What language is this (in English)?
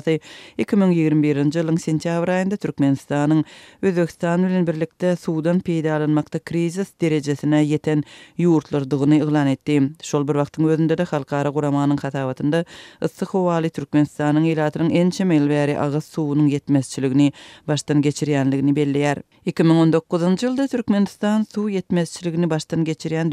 Turkmen